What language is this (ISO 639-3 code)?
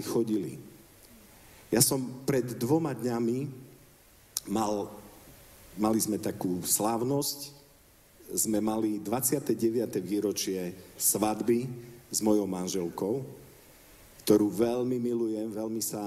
slk